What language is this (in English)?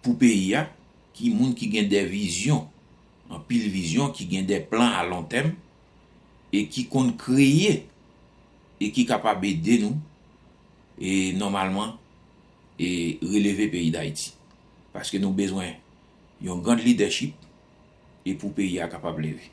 Haitian Creole